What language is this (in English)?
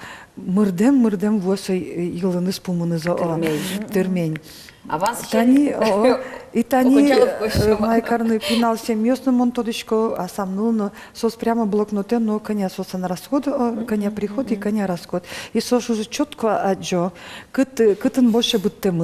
Udmurt